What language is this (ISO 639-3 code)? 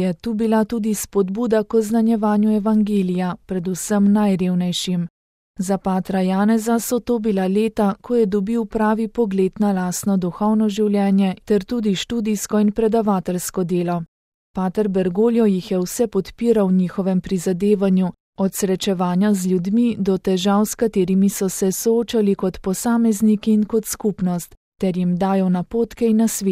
slv